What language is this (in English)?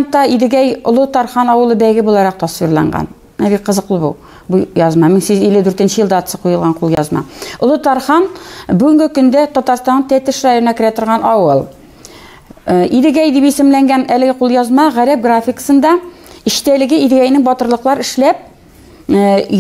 Tatar